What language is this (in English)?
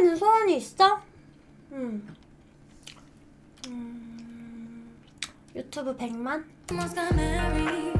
Korean